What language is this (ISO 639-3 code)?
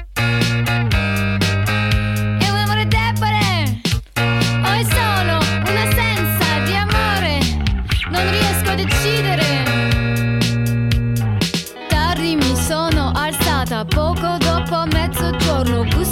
ita